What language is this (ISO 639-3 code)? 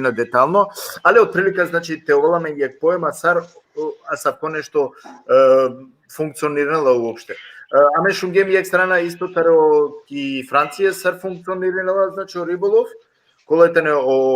rmn